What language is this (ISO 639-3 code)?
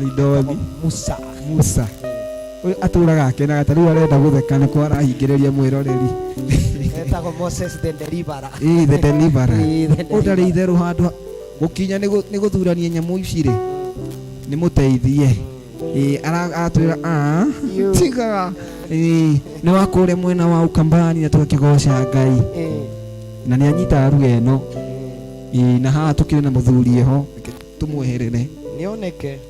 kik